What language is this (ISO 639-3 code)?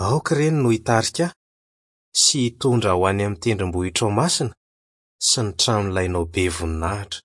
mlg